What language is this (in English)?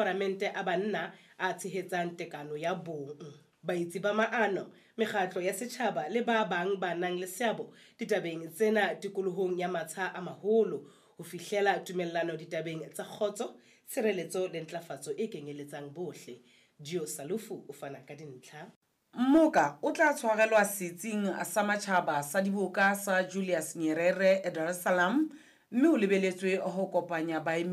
Southern Sotho